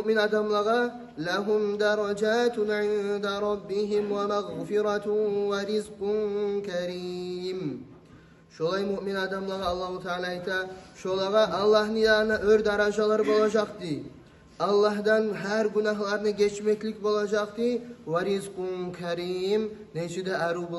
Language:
Kumyk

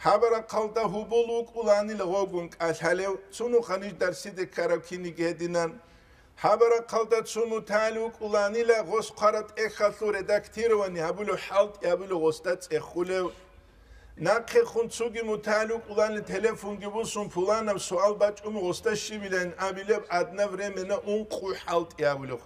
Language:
Avaric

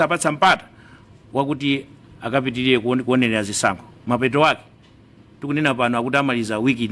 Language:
Nyanja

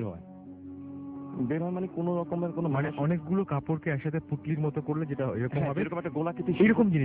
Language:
Bangla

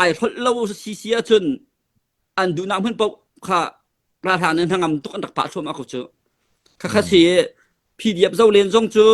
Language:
Hakha Chin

